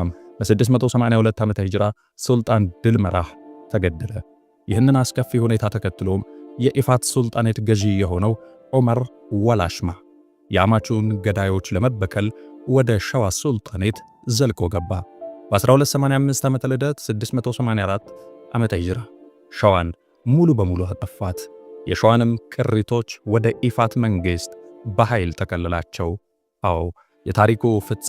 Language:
Amharic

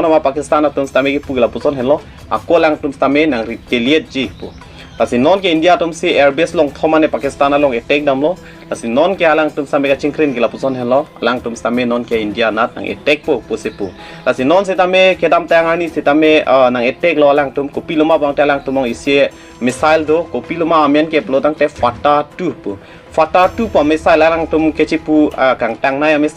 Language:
Karbi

